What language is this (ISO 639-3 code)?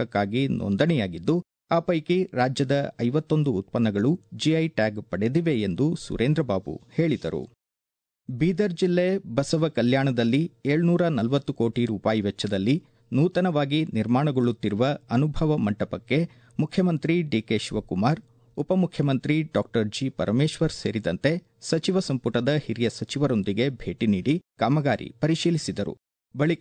kan